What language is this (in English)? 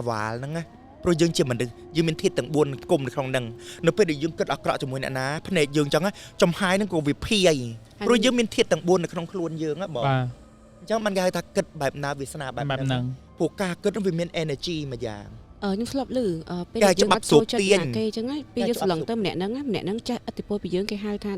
Khmer